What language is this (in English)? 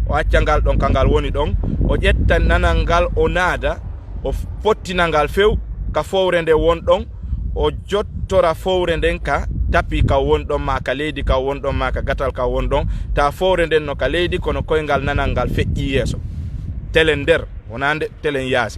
Fula